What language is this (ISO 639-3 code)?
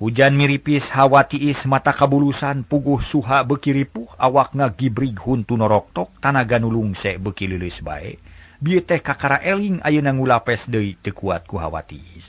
sun